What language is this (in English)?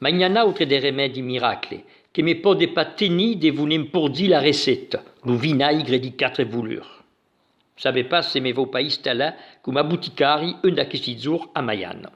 Occitan